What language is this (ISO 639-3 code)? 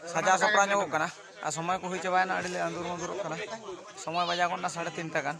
sat